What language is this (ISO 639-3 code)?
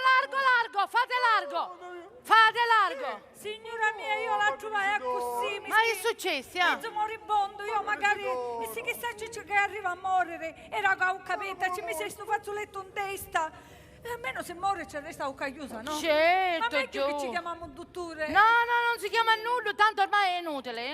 scn